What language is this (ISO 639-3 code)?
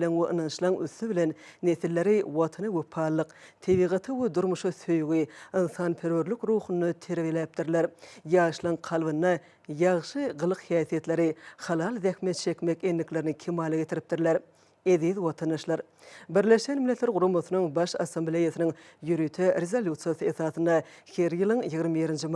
tuk